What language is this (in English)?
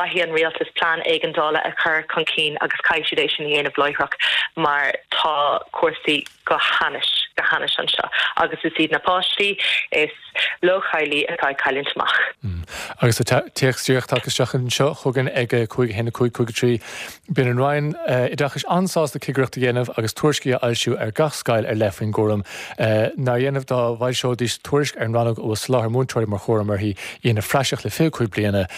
Irish